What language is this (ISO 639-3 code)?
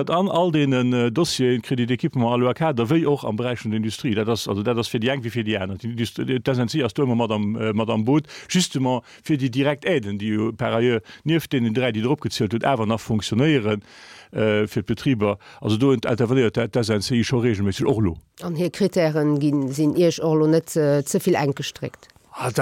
ltz